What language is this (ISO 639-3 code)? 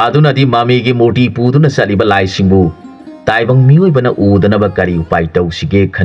mni